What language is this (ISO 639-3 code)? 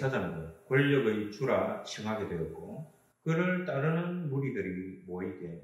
kor